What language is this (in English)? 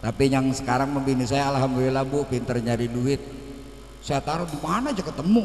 Betawi